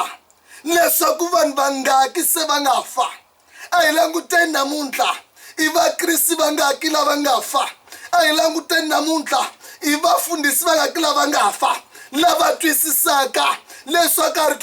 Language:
Tsonga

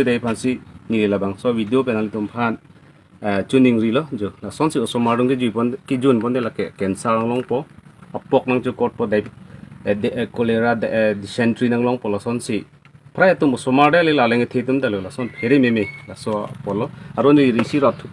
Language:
Karbi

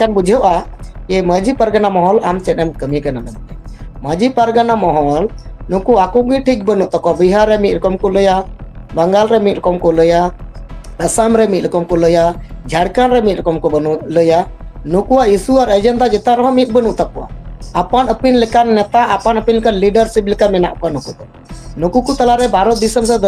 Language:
Santali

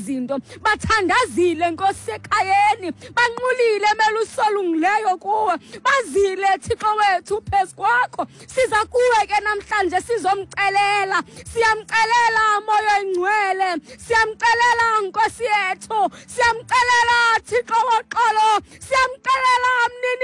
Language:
Xhosa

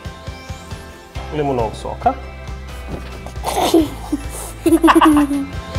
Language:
Croatian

